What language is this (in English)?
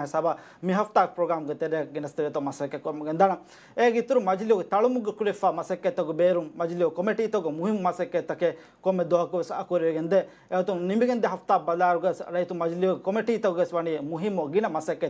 Divehi